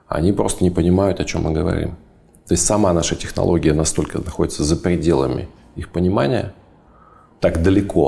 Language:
Russian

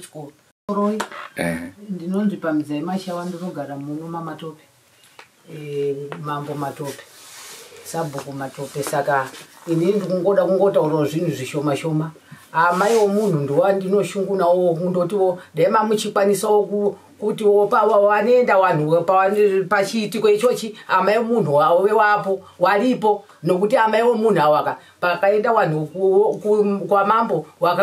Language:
Shona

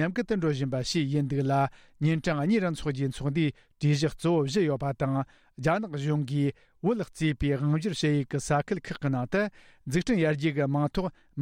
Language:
Tibetan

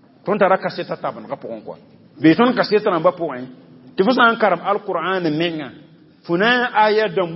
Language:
Mossi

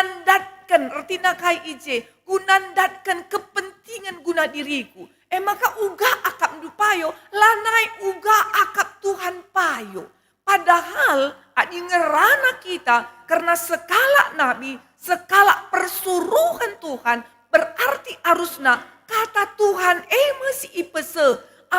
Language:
Batak Karo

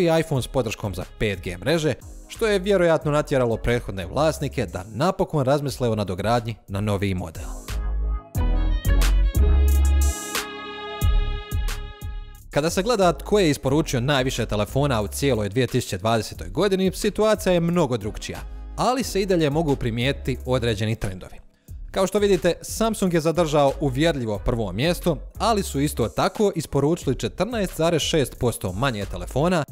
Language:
Croatian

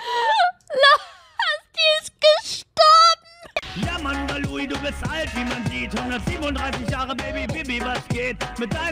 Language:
German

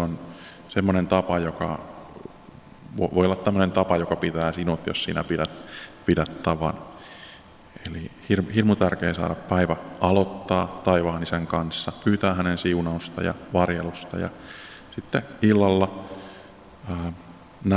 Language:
Finnish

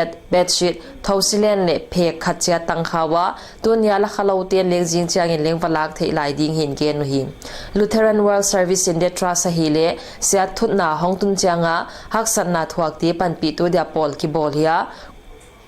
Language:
Paite Chin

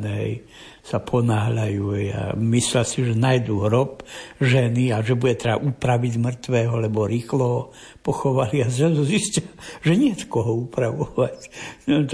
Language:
Slovak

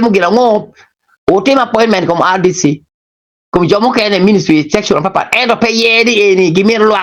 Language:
Acoli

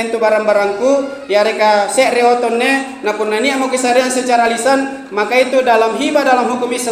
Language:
Makasar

